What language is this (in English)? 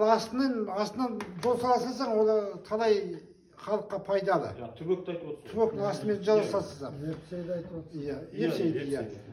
Kazakh